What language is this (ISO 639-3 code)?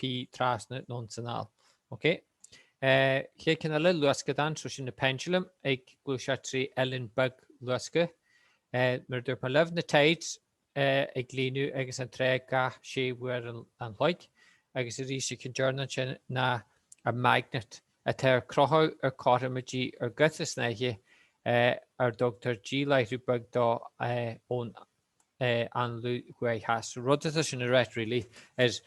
gle